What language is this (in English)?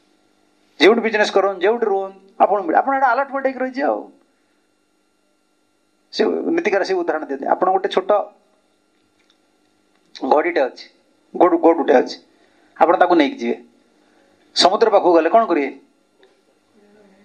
Odia